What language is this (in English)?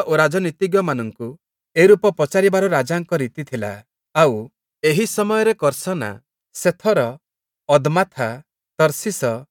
Odia